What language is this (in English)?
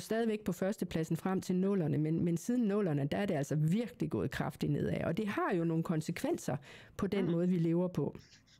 Danish